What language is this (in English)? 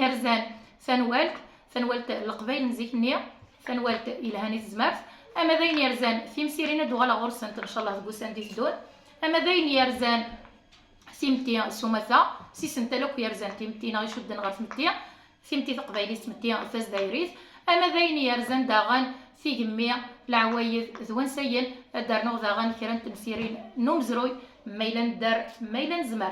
Kabyle